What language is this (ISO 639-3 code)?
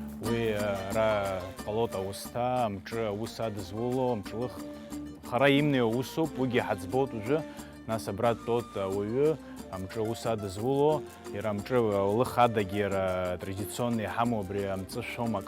abk